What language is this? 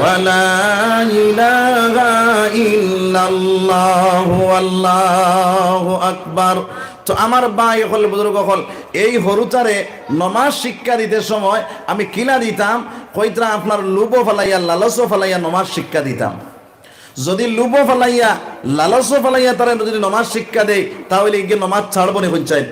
Sylheti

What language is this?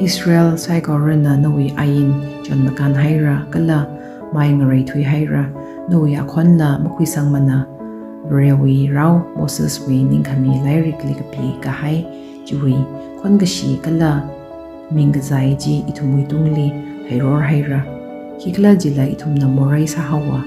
Tangkhul Naga (India)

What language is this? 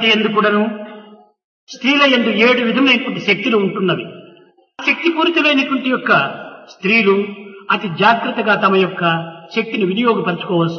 Telugu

